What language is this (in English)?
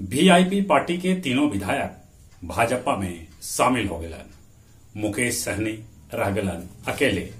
Magahi